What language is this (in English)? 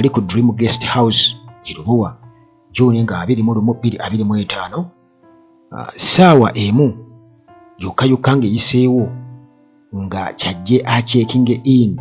Ganda